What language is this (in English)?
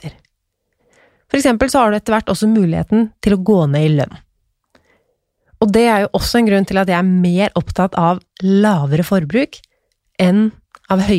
Norwegian